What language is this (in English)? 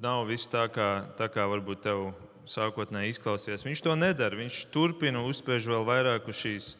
Latvian